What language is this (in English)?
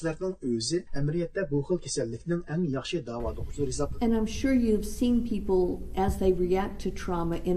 Uyghur